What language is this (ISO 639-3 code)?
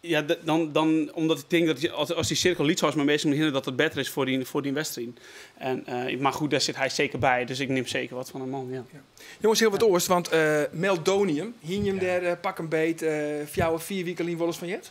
fry